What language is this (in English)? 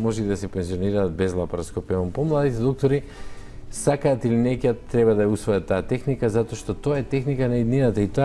Macedonian